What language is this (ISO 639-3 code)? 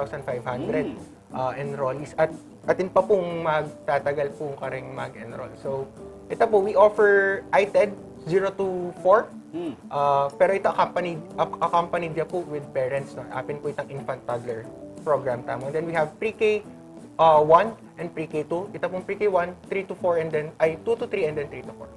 pam